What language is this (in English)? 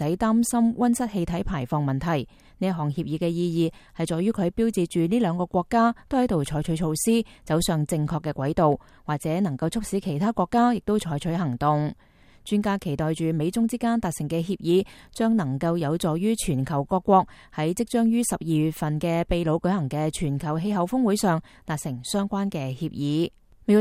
Cantonese